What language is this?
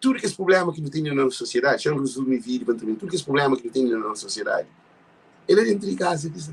Kabuverdianu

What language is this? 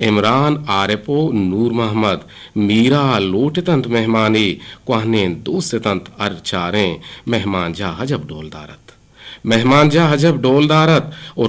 Eastern Balochi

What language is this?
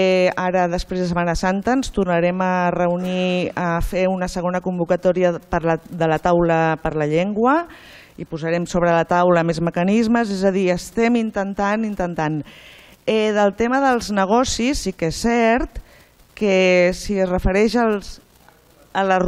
Catalan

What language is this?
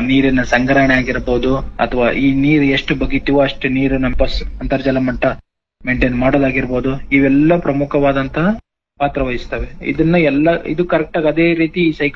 Kannada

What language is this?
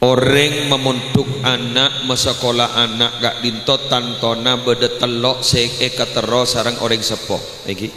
Madurese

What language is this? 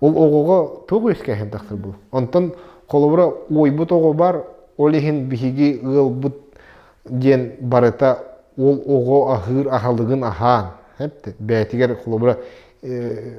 Yakut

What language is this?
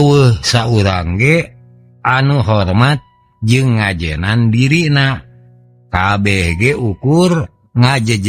Sundanese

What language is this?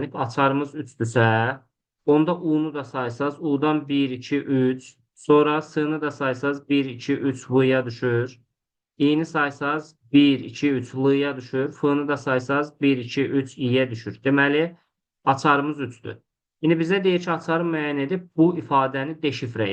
Azerbaijani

